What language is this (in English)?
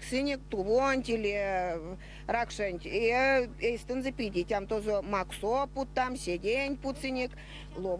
Erzya